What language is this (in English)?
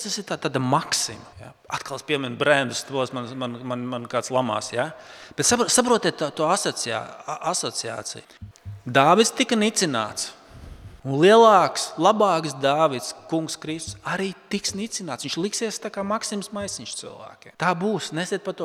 Latvian